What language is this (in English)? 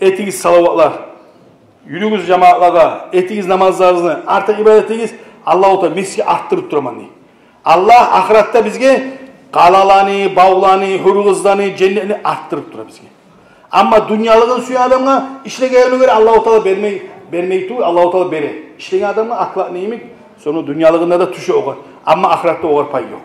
Kumyk